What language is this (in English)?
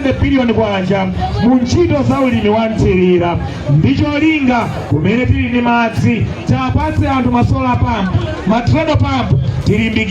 Nyanja